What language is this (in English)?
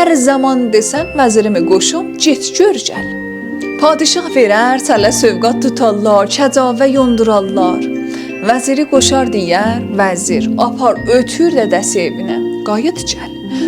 South Azerbaijani